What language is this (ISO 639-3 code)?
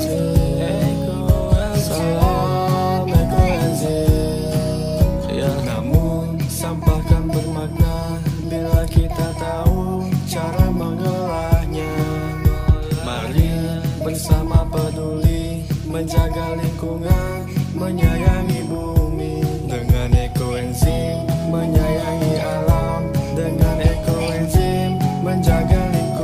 ind